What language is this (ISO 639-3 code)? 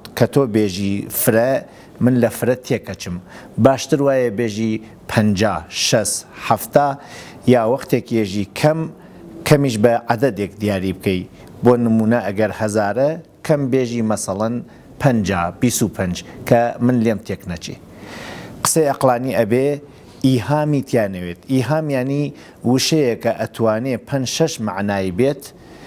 ckb